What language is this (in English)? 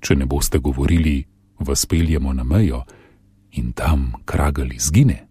Slovenian